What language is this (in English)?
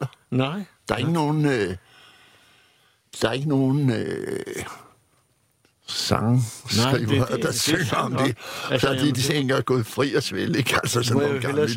Danish